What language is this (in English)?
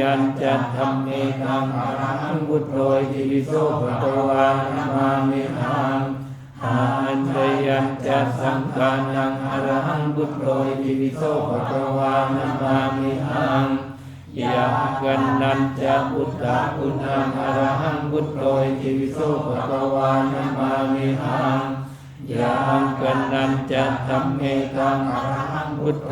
Pali